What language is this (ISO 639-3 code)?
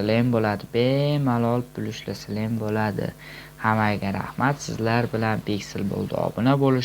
uzb